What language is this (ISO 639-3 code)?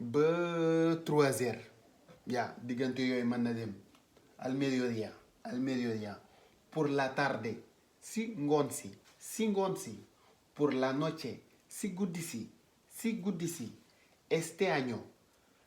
wol